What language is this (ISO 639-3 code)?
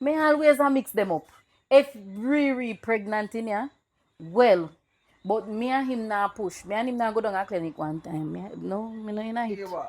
jam